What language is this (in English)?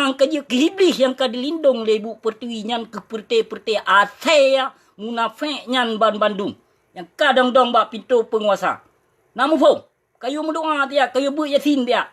Achinese